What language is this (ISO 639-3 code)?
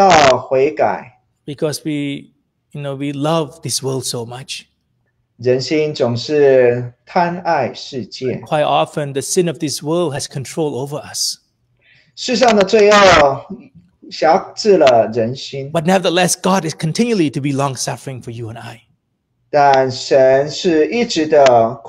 eng